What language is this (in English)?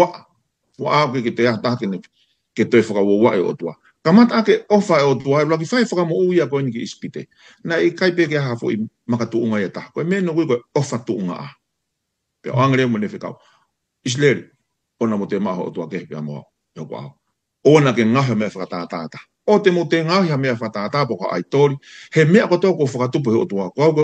Tongan